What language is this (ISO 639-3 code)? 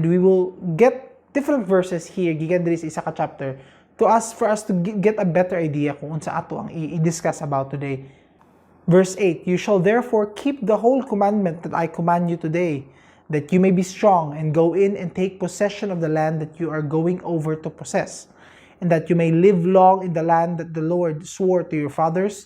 ceb